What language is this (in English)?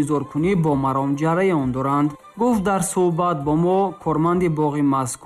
Tajik